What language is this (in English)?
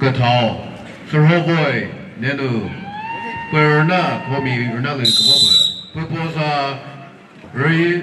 Chokri Naga